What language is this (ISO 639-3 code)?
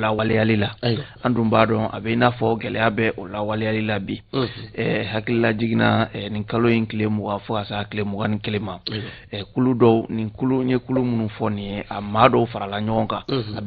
bam